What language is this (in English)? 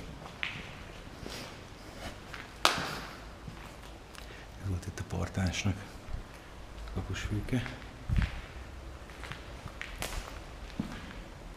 Hungarian